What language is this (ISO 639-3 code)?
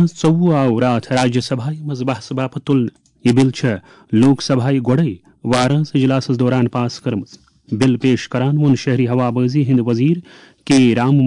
kas